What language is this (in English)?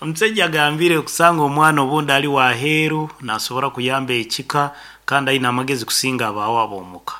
Nyankole